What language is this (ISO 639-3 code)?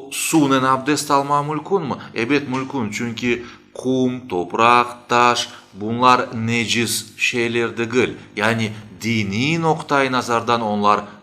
crh